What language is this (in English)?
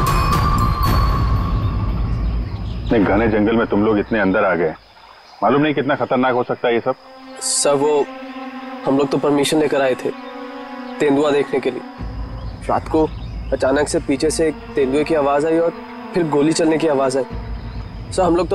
Hindi